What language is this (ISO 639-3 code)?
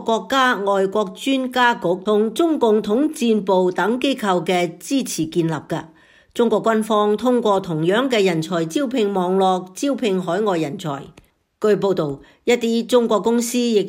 yue